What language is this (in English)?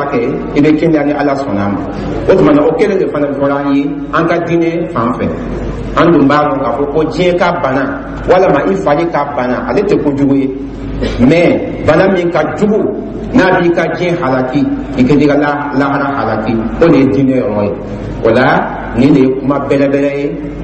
Dyula